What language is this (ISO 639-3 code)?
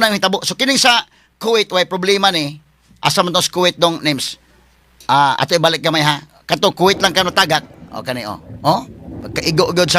ceb